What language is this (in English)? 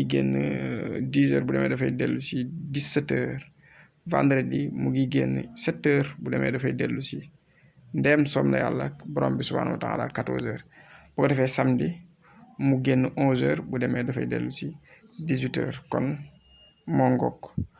Wolof